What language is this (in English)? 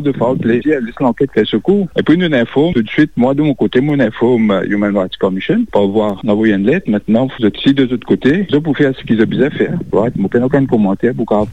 Morisyen